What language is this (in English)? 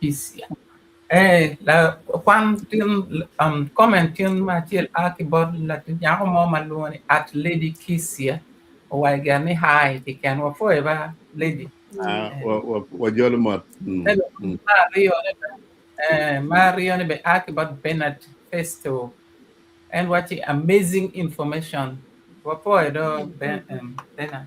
Acoli